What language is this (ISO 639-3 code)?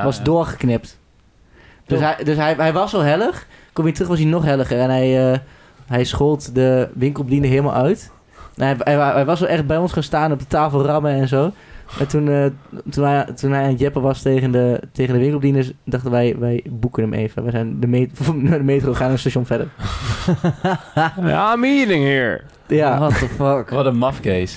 nld